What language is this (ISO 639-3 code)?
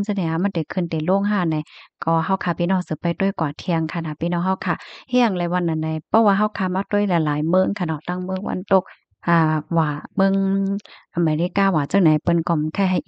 shn